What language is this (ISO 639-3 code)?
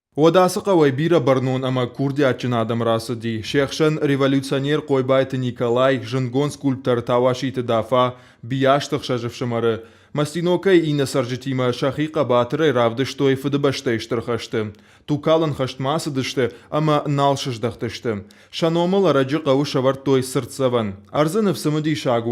oss